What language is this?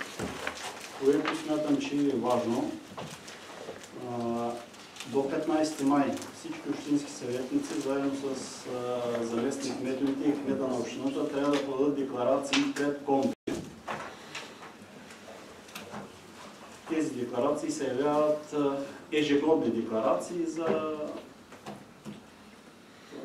Bulgarian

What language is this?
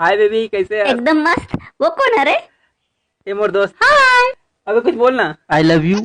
Chhattisgarhi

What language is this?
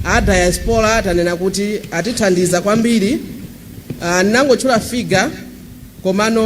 Nyanja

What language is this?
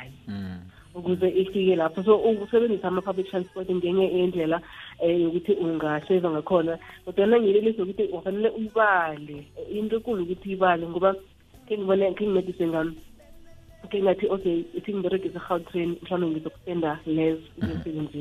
South Ndebele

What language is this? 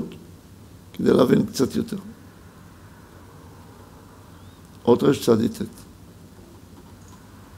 Hebrew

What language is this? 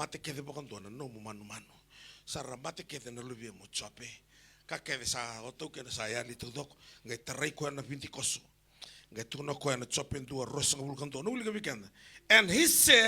Fijian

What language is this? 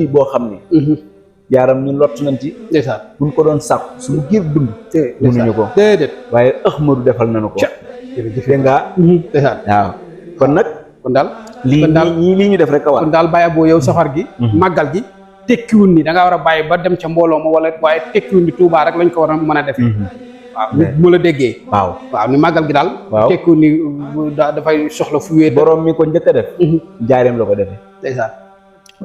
Wolof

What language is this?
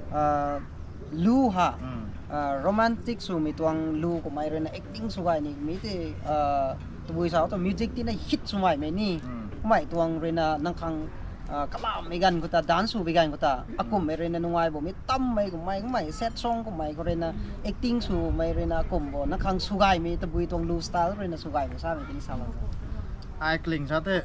Rongmei Naga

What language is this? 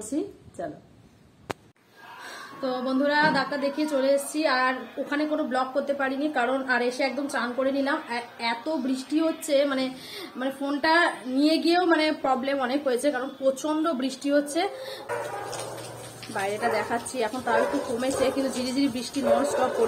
Bangla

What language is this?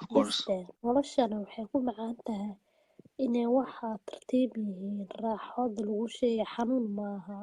Somali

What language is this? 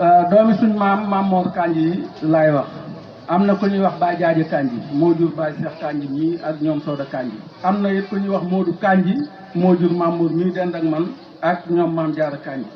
Wolof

